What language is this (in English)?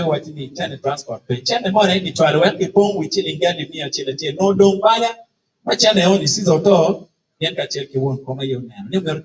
Acoli